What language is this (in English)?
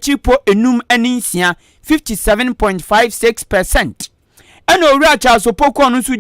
Akan